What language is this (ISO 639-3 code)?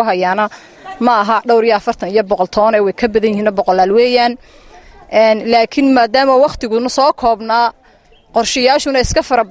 som